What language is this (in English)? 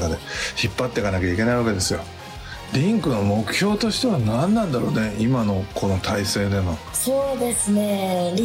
Japanese